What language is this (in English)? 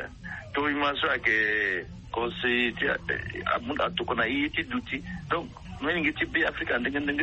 Sango